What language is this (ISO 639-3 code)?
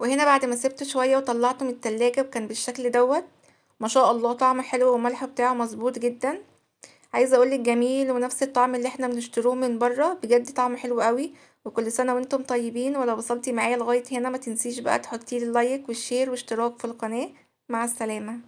arz